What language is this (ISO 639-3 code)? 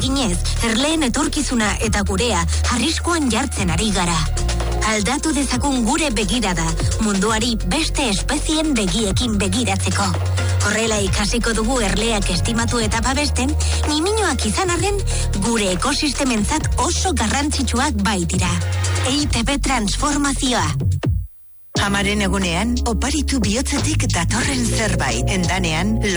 eus